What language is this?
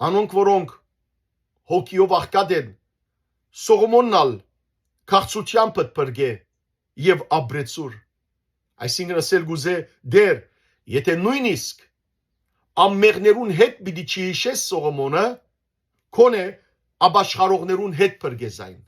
Western Armenian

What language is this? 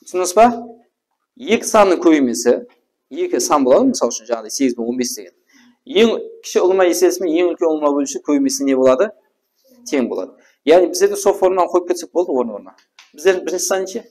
Kara-Kalpak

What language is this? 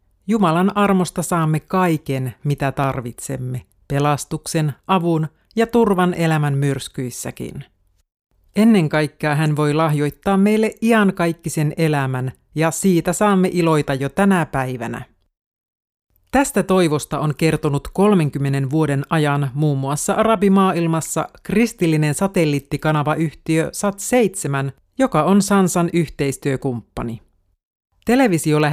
Finnish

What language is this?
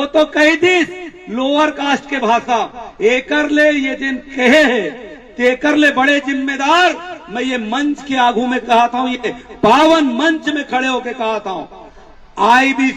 Chhattisgarhi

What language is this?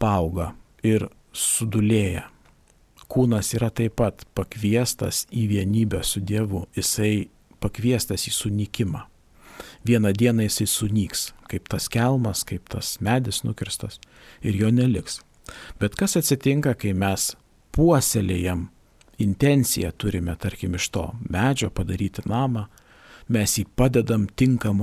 Lithuanian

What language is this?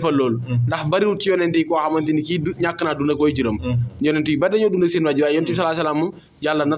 Wolof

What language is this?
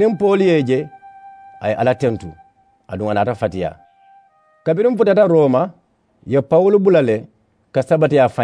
Mandingo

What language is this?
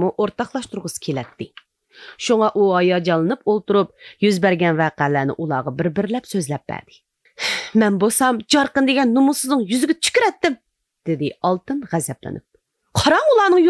Uyghur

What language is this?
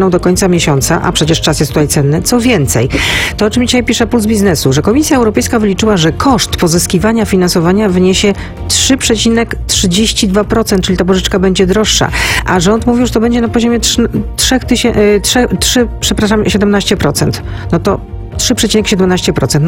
Polish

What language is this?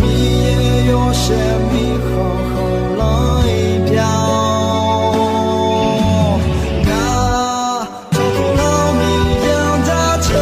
Akha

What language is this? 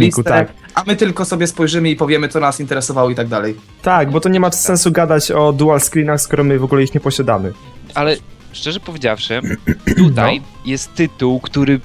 Polish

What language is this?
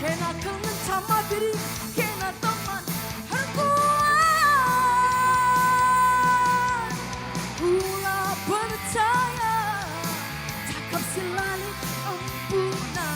Batak Karo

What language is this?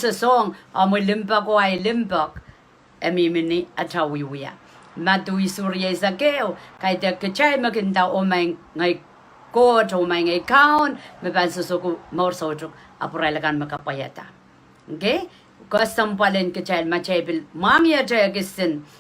Pohnpeian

